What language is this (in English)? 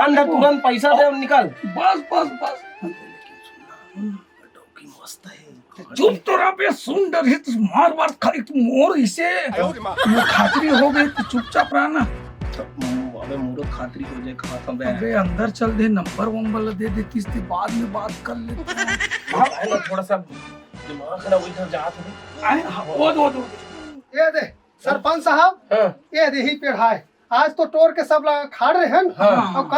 Chhattisgarhi